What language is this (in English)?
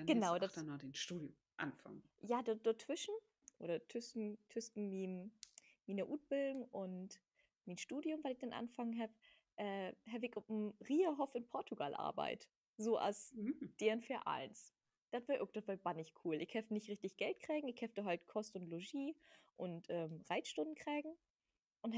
Low German